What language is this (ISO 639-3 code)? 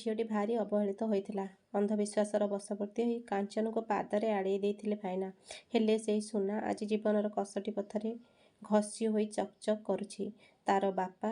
ori